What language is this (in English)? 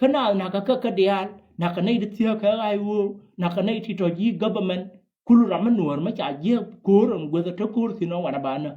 Nuer